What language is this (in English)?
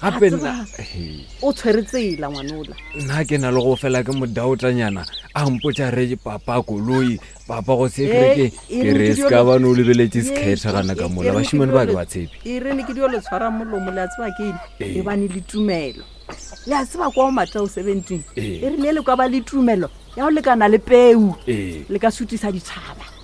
Northern Sotho